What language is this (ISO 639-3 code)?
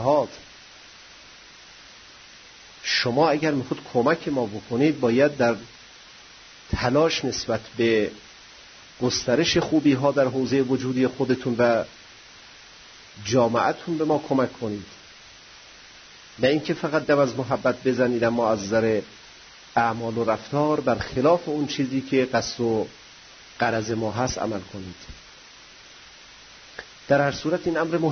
fas